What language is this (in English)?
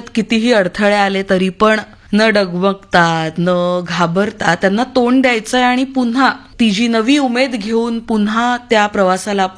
Marathi